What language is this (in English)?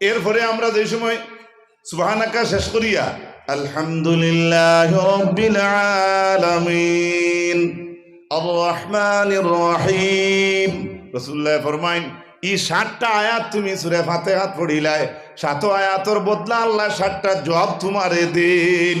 Sylheti